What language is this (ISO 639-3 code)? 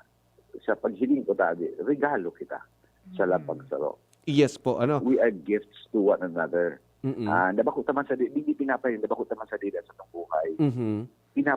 bik